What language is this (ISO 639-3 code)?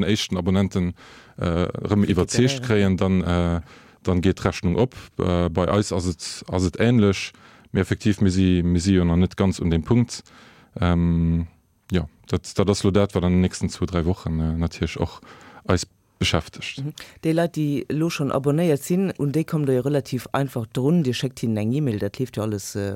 ltz